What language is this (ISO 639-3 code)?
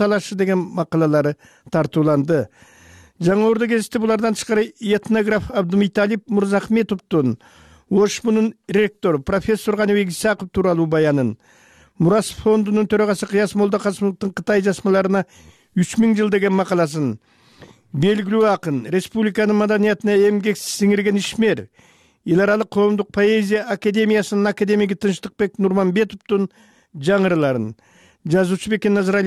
kir